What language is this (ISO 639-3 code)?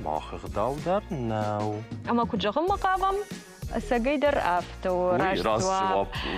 oss